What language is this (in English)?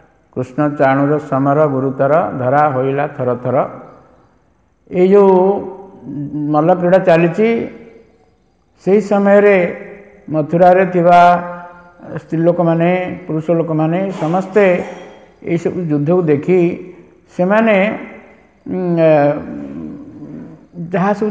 Odia